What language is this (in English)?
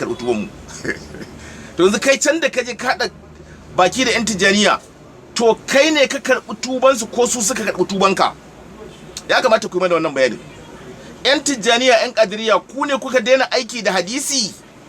Hausa